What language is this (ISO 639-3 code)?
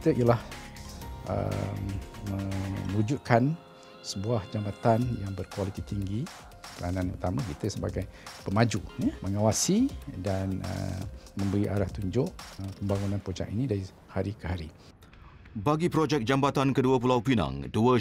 msa